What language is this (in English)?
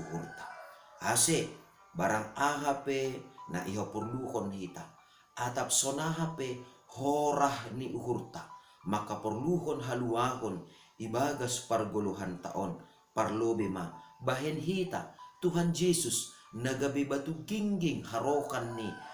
Batak Simalungun